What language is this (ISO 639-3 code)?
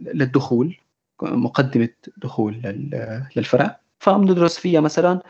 apc